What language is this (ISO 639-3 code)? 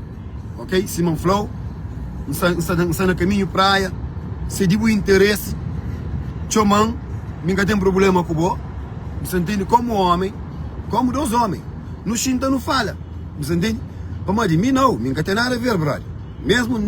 kea